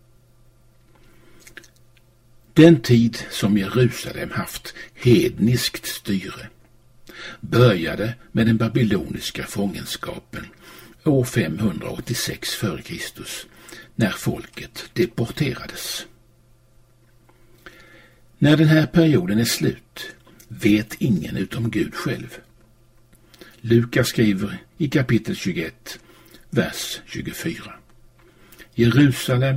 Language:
Swedish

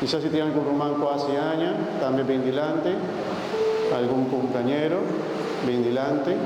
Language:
Papiamento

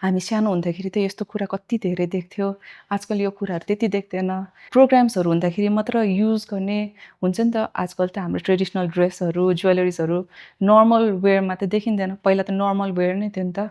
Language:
Nepali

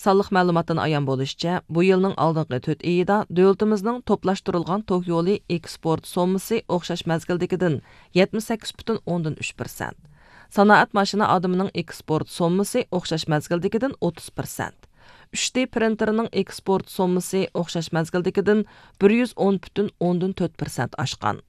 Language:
Uyghur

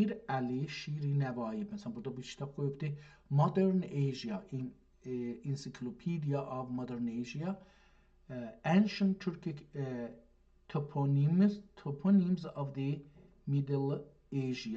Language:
South Azerbaijani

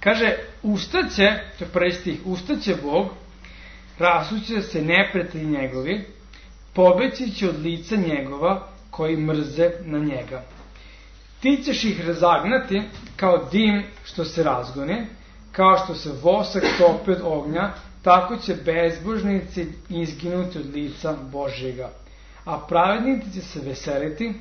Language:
Serbian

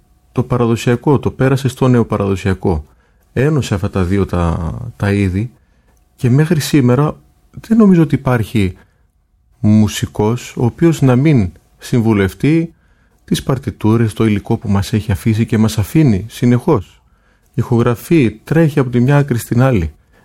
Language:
Greek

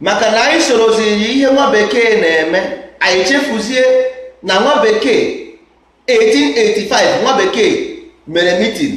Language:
Igbo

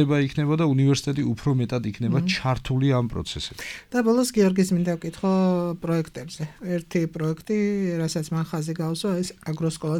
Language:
Georgian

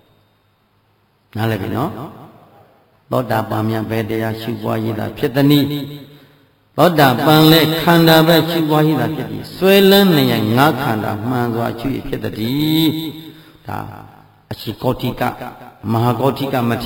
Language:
Burmese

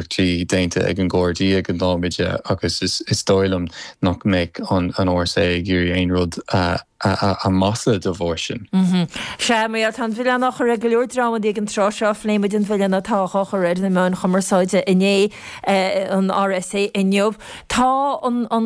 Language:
Irish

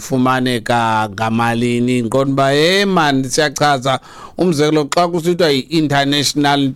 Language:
Xhosa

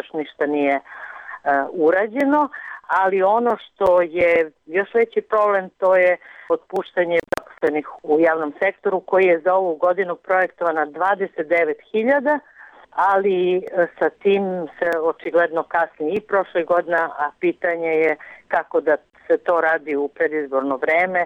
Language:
Serbian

